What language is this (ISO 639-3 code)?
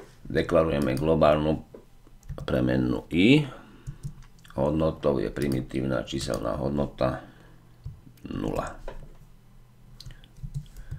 slk